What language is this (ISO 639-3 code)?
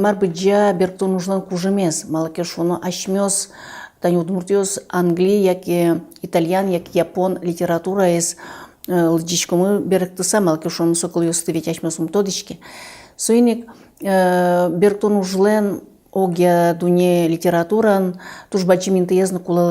udm